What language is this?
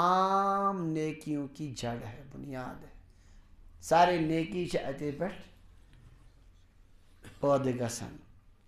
Kashmiri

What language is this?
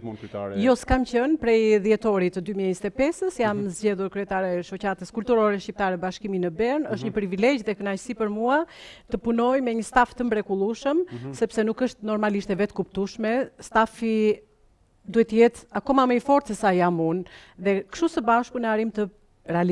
Albanian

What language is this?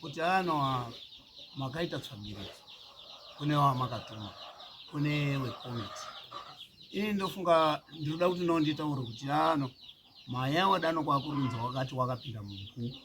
Shona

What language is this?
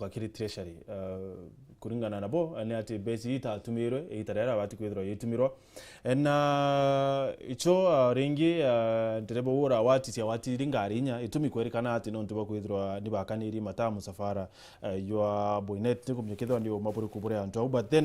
Meru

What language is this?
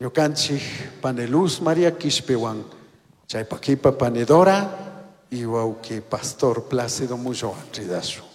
Chimborazo Highland Quichua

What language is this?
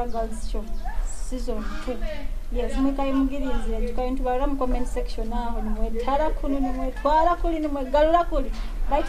Nyoro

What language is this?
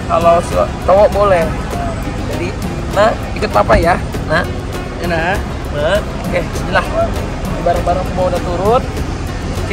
Indonesian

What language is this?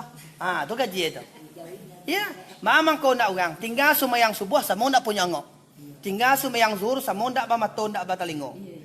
Minangkabau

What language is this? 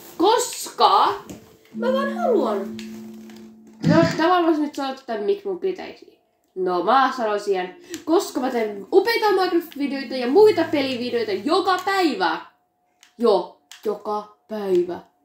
Finnish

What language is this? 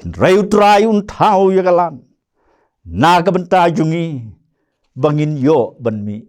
Khasi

